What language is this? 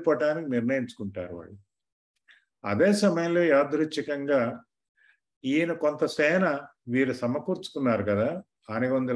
Telugu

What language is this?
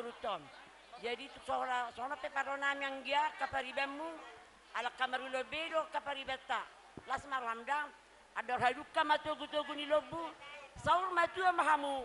Batak Toba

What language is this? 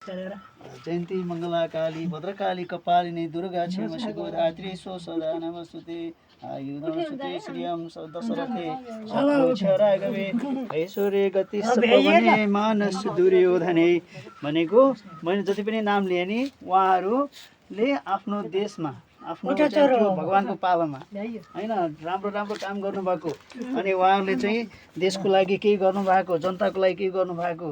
Nepali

